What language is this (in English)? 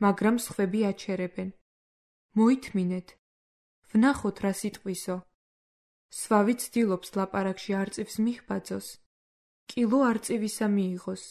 Georgian